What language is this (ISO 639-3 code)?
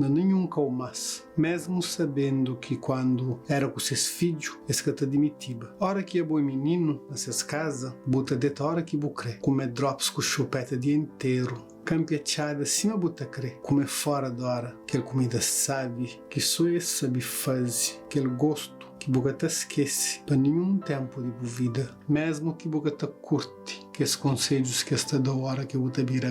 kea